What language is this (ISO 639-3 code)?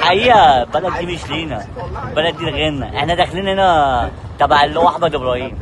arz